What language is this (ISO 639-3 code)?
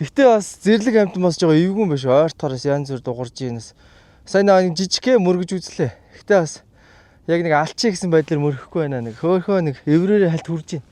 mon